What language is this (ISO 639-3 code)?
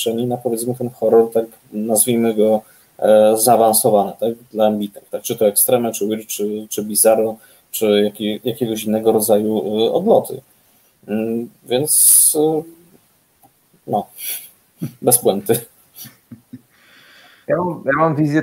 pol